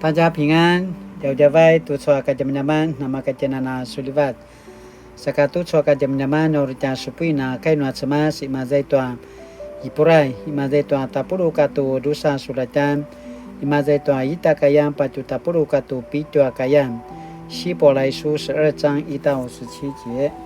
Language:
Paiwan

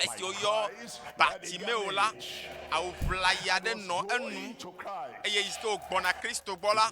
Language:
Ewe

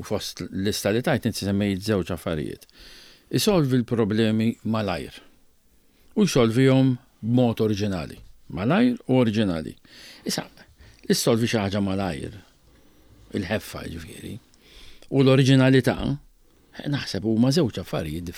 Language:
Maltese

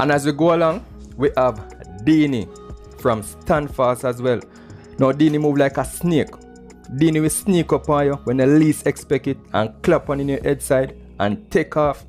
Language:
Jamaican Creole English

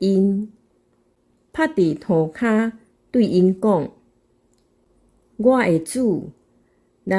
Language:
Min Nan Chinese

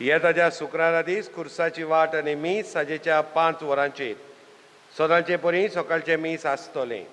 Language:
Konkani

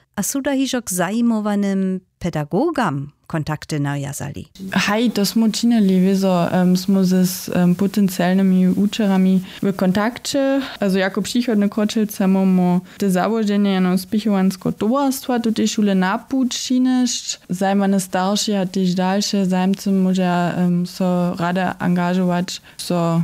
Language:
Upper Sorbian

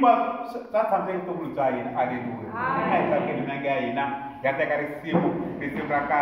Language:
Tsonga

